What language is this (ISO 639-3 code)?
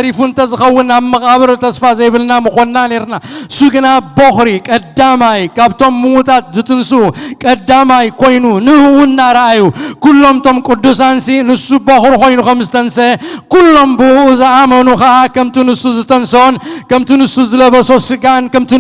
tir